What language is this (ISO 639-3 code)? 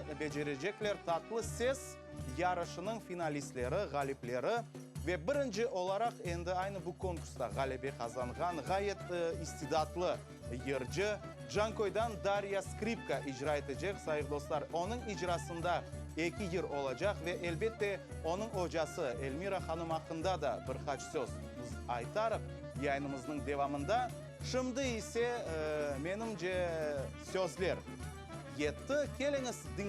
crh